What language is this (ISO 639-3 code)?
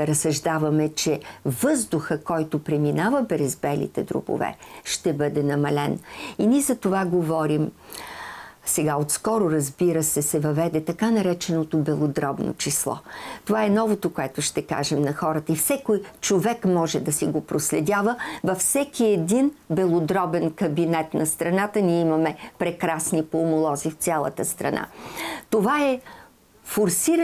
bul